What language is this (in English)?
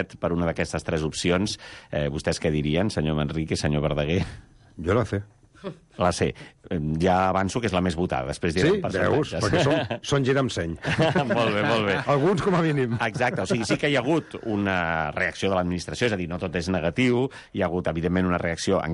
Catalan